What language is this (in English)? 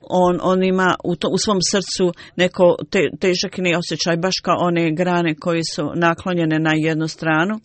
Bosnian